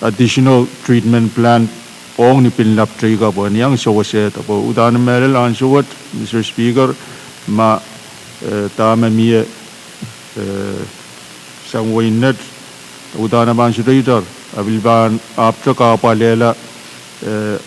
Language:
Pohnpeian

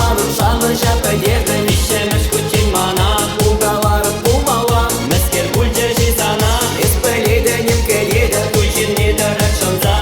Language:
Chuvash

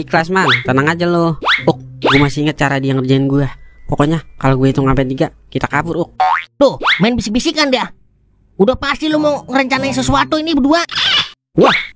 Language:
Betawi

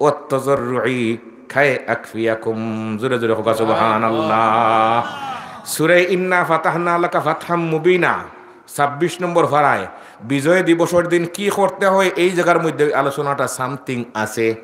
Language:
Sylheti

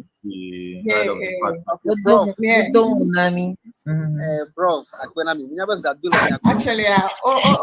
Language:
Ewe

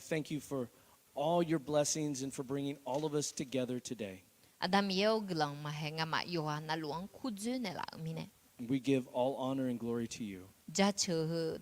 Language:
Akha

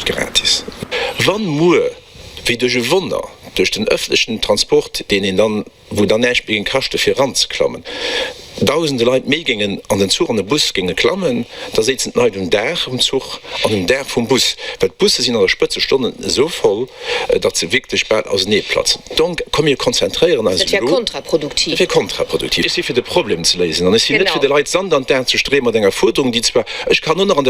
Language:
Luxembourgish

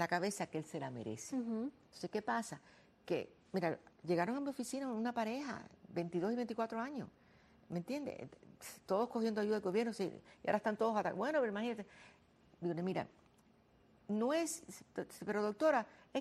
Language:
Spanish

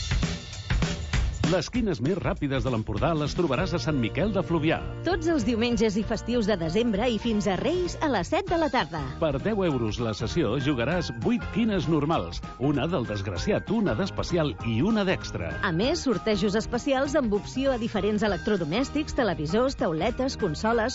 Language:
Catalan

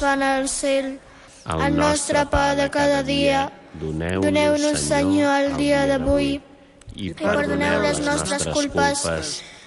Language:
Catalan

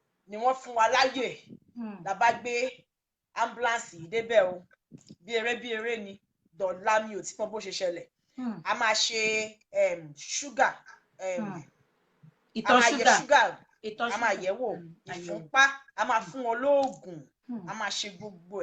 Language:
Yoruba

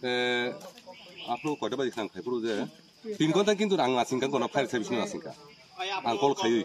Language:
Kok Borok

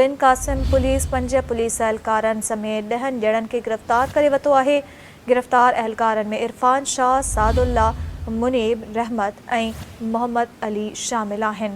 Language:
Sindhi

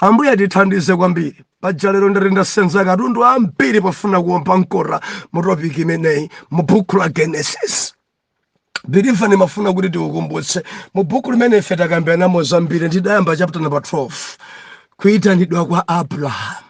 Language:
Nyanja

